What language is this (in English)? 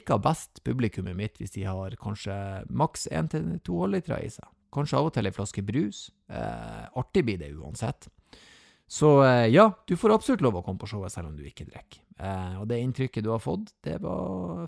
Norwegian